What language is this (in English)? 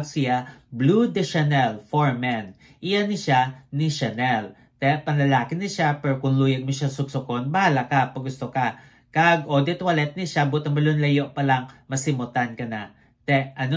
Hiligaynon